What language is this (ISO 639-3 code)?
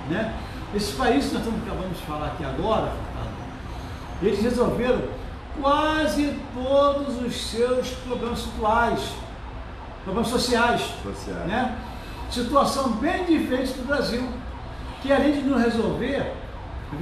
por